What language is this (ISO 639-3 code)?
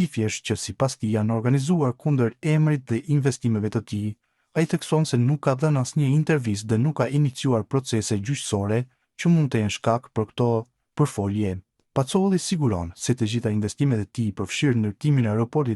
sqi